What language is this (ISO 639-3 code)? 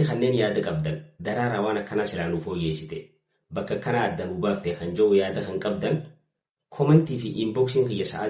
orm